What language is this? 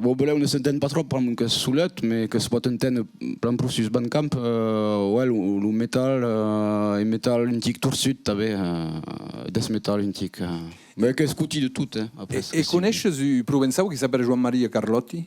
Occitan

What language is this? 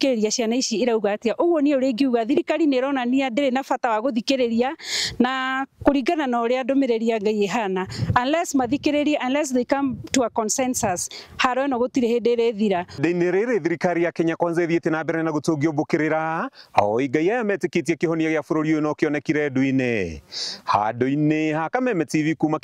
Kikuyu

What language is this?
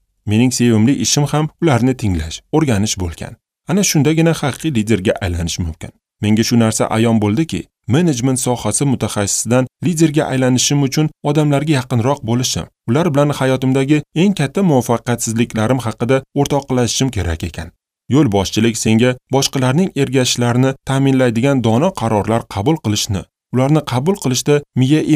Uzbek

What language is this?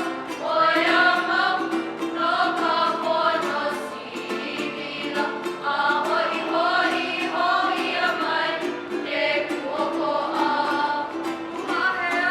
Hawaiian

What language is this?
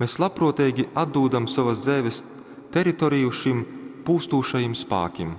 Latgalian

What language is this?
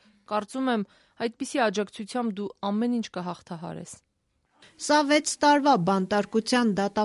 Armenian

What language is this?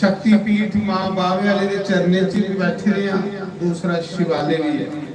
Dogri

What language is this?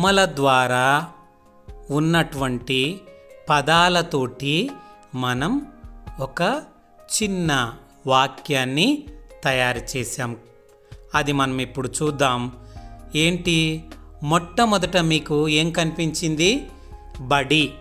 Telugu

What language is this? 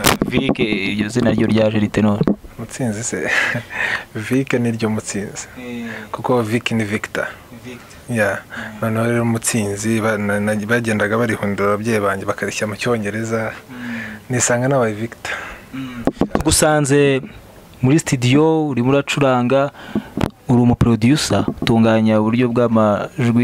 Kinyarwanda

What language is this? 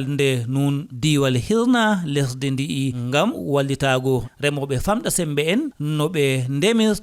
Fula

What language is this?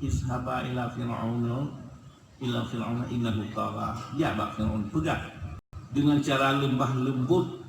Achinese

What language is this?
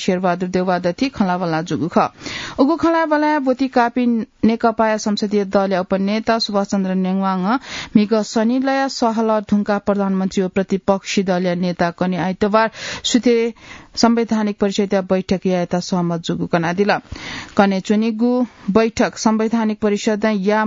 Newari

